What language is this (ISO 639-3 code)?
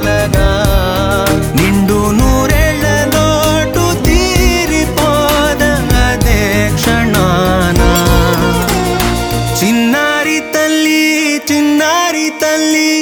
tel